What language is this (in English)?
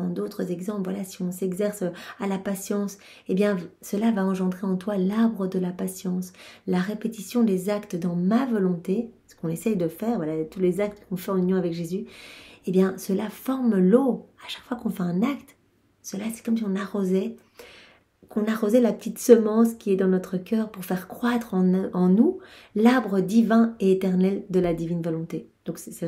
French